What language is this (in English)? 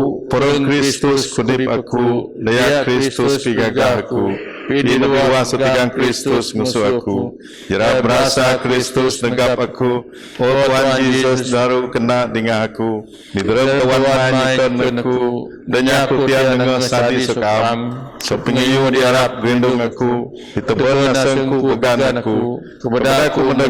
Biatah Bidayuh